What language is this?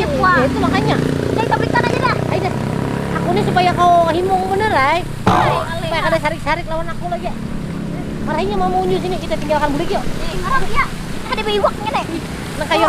Banjar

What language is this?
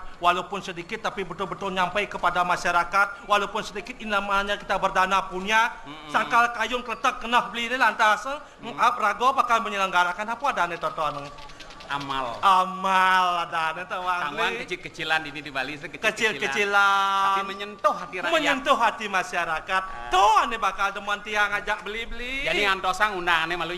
Balinese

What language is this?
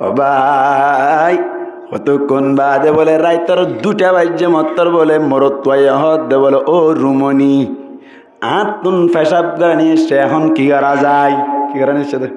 Rohingya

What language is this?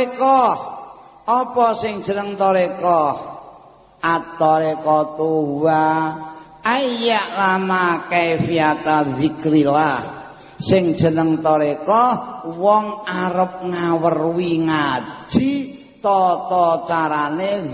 Javanese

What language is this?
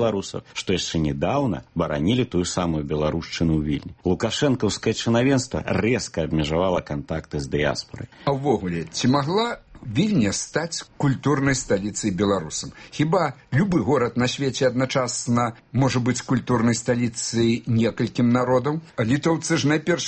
Belarusian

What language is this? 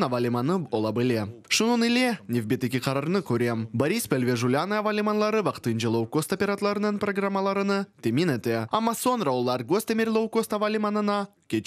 Crimean Tatar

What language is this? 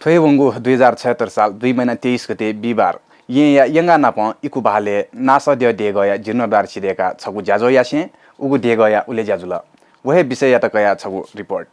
Newari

